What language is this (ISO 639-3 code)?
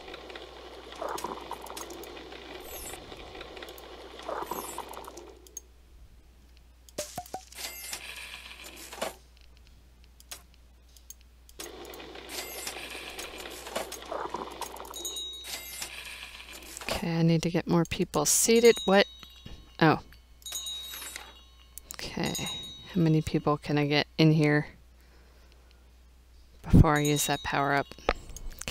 eng